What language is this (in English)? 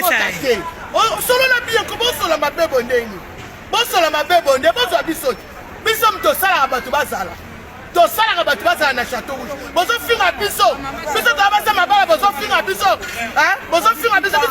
Lingala